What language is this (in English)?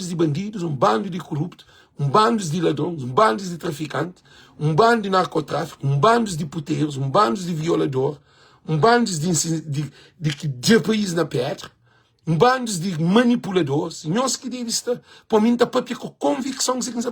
Kabuverdianu